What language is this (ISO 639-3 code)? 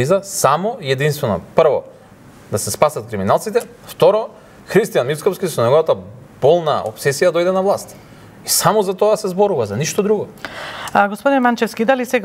mkd